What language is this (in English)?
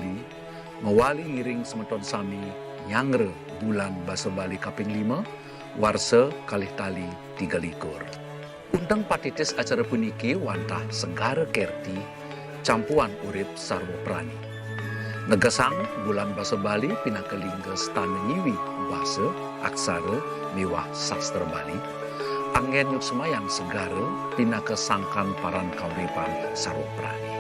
Balinese